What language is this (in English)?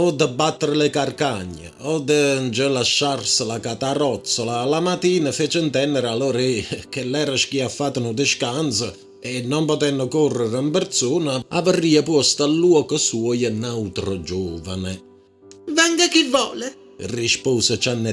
Neapolitan